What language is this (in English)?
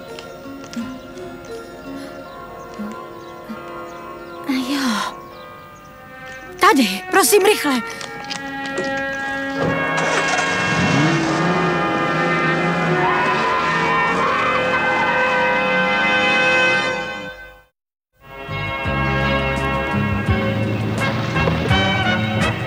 Czech